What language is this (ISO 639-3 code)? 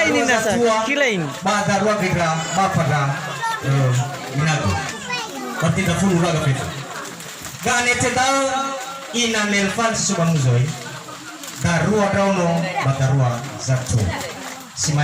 nia